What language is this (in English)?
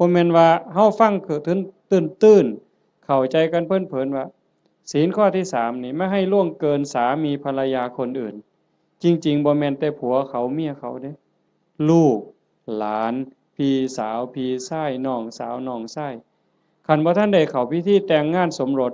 Northeastern Thai